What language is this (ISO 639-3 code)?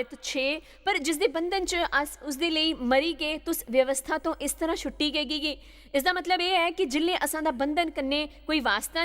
doi